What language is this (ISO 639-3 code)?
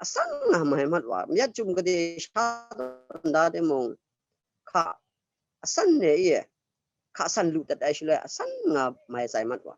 kac